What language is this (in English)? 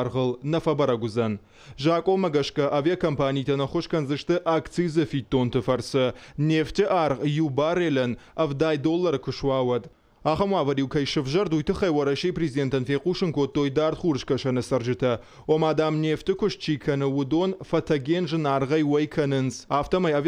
Ossetic